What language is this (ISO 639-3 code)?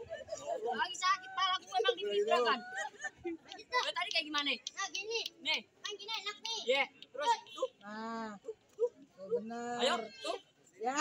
bew